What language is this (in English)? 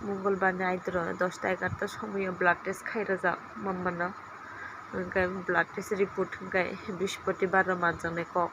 Kok Borok